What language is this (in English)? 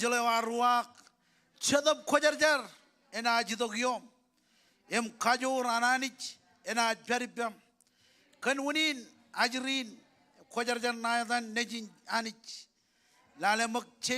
Marshallese